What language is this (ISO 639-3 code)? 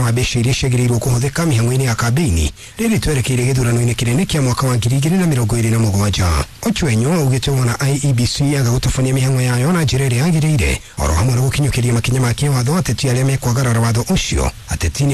kik